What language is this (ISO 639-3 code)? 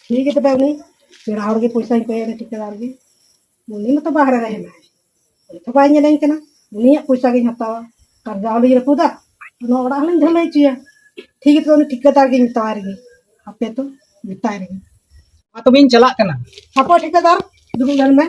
sat